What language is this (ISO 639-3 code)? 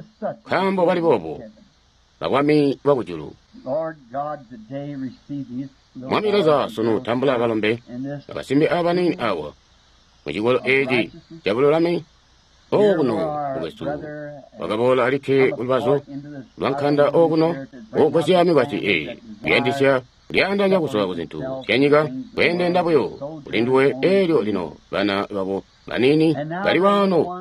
toi